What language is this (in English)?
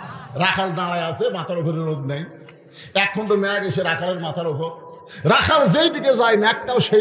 Bangla